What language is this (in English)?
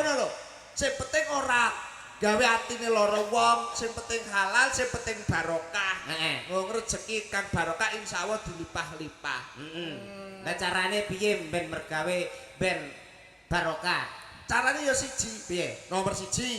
Javanese